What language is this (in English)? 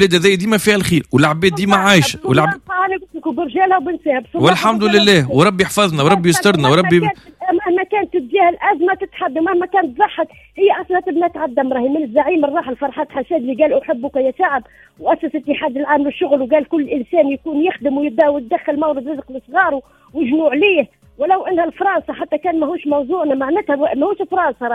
Tunisian Arabic